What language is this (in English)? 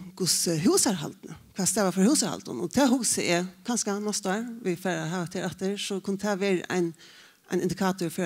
Faroese